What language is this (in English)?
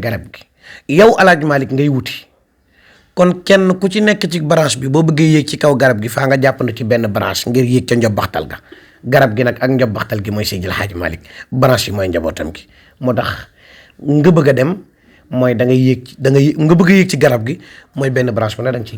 Wolof